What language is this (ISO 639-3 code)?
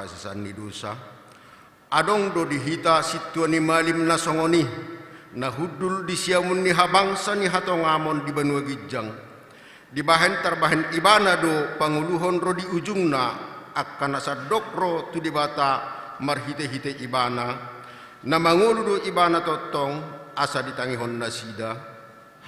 bbc